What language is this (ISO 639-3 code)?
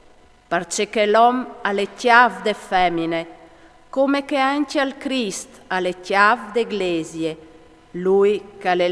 fur